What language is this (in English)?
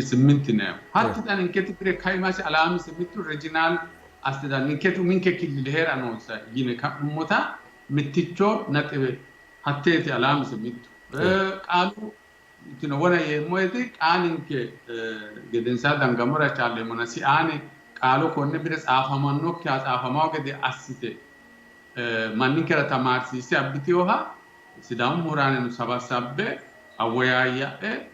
Sidamo